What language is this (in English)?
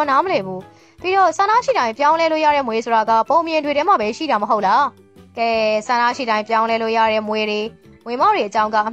Burmese